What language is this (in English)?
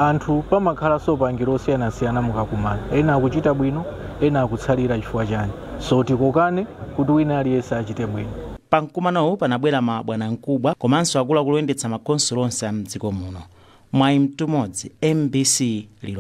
Nyanja